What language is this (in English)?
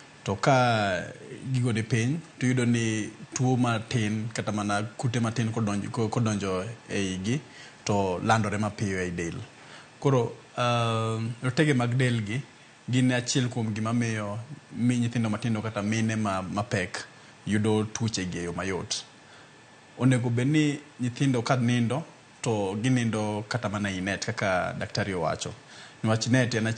Luo (Kenya and Tanzania)